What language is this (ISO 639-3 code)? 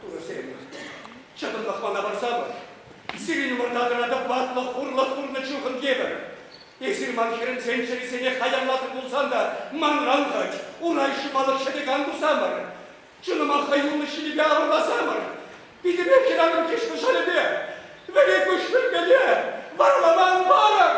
chv